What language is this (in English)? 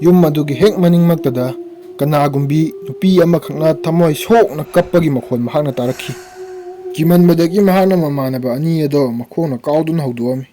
Manipuri